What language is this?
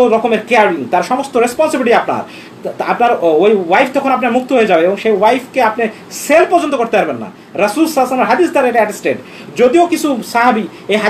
Bangla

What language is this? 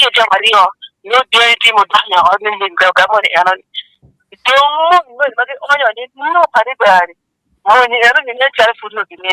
Acoli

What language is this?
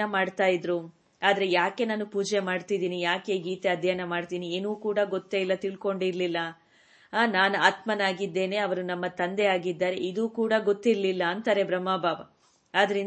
Kannada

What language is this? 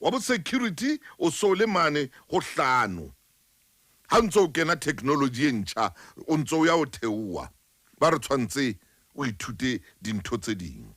Southern Sotho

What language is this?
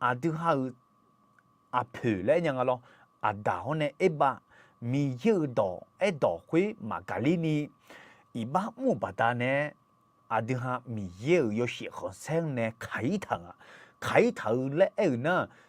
Akha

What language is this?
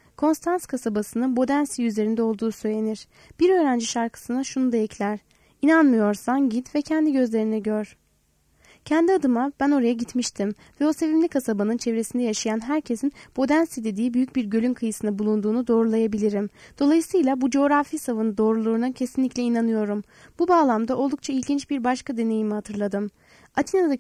Turkish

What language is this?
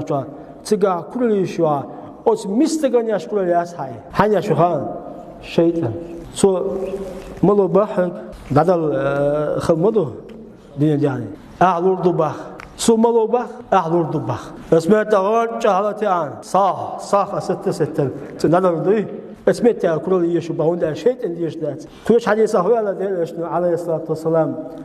Chechen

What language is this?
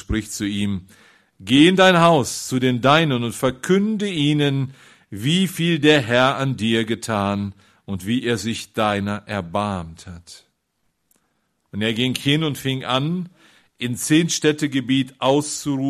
German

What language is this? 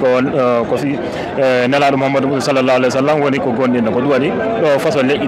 Fula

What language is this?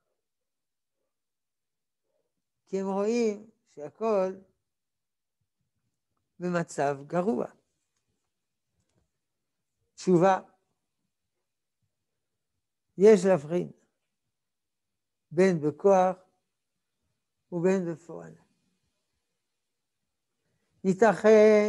Hebrew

